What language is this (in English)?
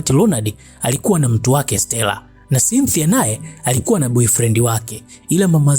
Swahili